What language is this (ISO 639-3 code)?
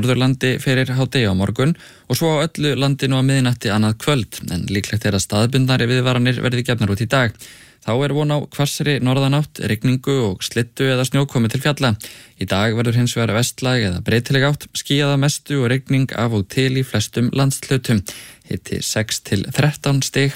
isl